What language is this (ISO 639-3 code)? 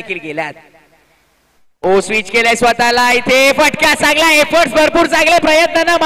mar